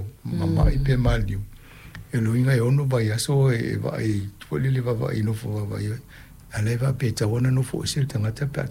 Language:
Samoan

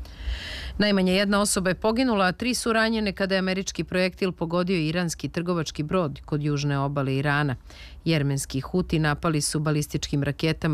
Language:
Serbian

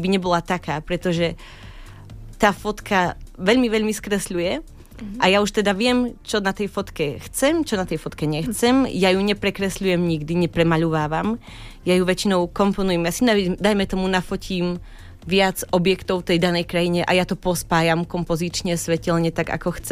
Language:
Slovak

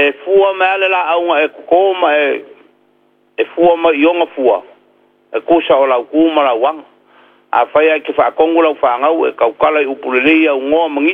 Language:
Samoan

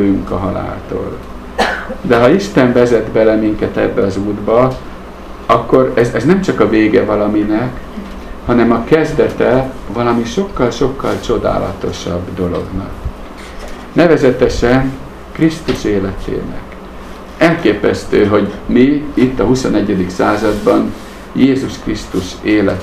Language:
Hungarian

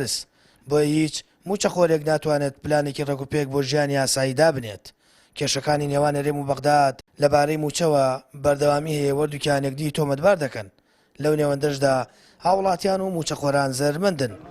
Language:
Central Kurdish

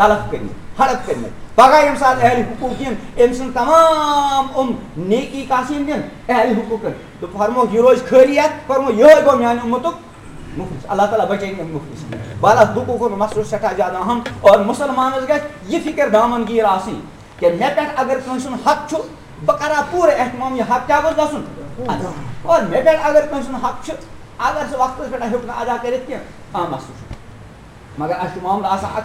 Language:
Kashmiri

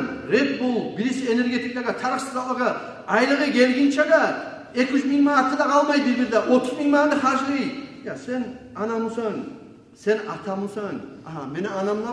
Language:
Kumyk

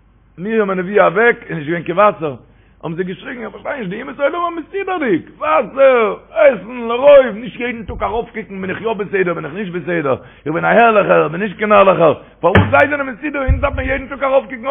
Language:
Yiddish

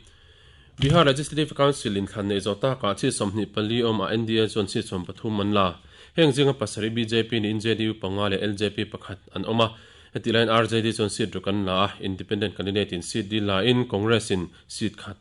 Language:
Mizo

